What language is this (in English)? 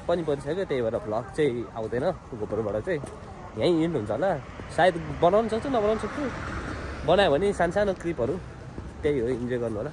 Nepali